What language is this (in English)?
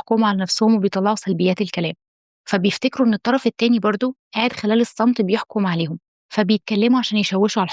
Egyptian Arabic